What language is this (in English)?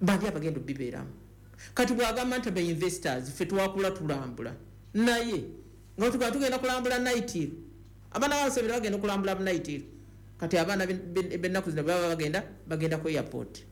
Ganda